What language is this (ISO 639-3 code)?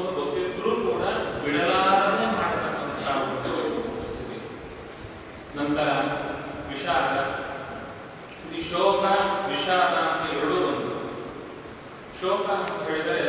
kan